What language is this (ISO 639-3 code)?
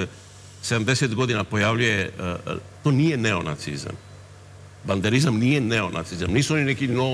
srp